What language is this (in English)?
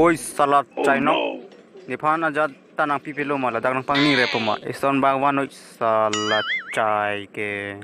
Karbi